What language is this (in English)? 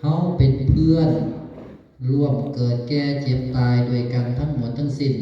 Northeastern Thai